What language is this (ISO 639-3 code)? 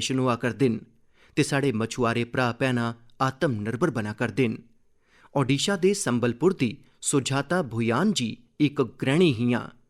doi